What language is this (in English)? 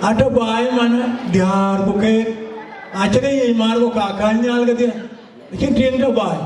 Dinka